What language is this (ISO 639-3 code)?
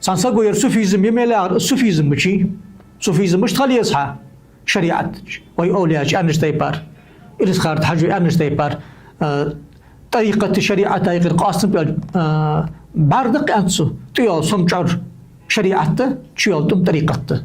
inh